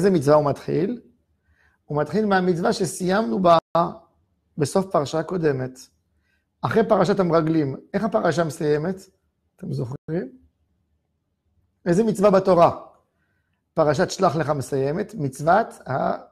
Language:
Hebrew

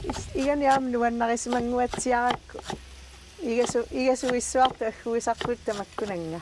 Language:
Kalaallisut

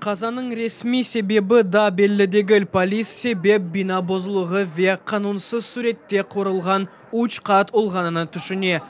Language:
Crimean Tatar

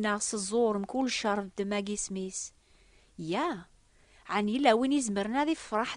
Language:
Kabyle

